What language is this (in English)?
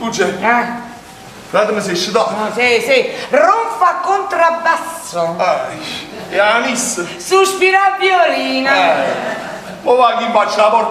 Neapolitan